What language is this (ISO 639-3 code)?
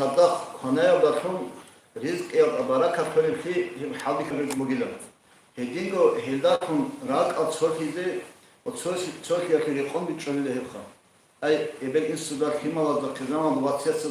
ava